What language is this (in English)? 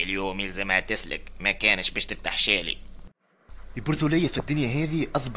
Tunisian Arabic